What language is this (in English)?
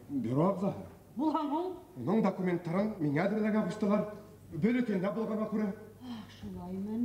Bashkir